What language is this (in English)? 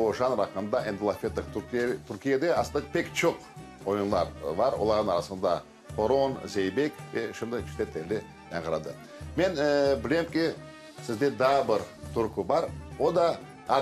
Crimean Tatar